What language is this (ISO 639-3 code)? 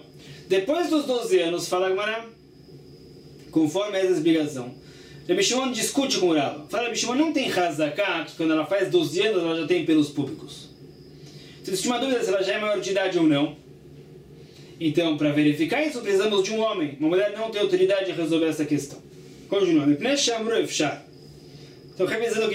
por